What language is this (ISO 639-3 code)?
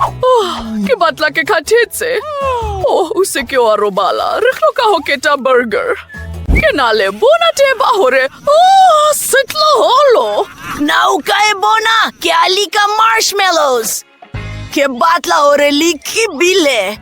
sot